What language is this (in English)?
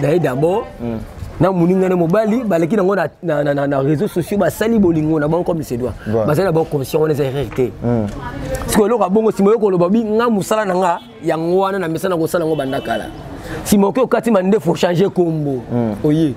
Lingala